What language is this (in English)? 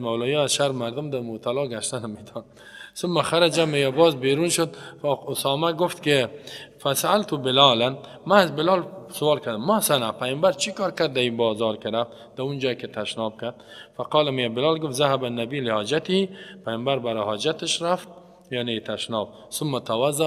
Persian